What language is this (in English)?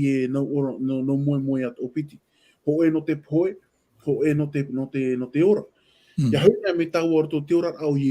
Tahitian